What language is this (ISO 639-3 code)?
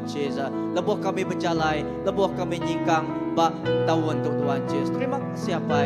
iba